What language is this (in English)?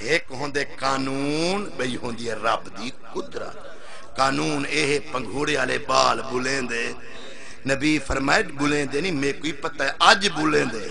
Saraiki